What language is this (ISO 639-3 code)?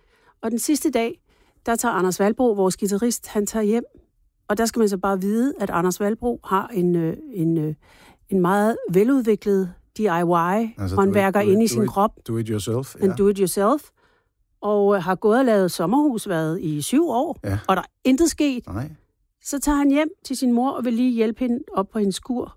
dan